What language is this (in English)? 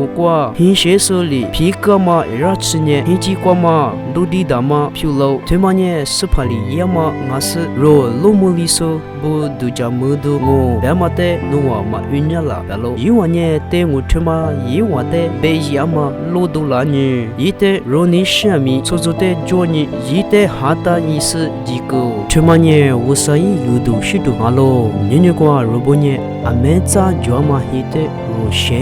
Lisu